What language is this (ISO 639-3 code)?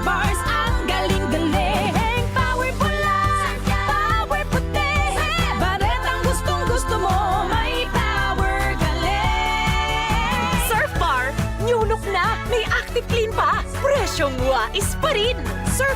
bik